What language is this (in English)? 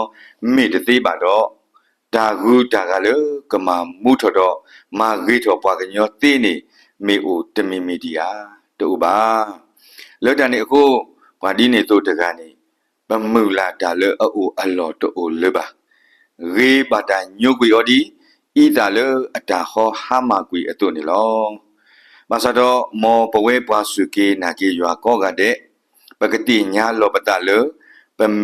S'gaw Karen